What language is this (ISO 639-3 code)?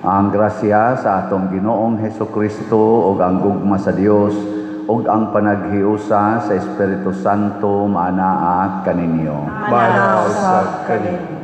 ceb